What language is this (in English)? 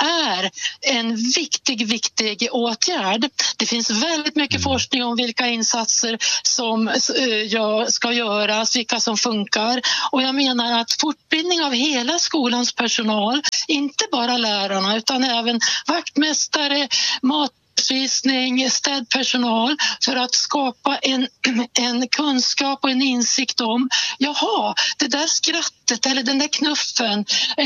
Swedish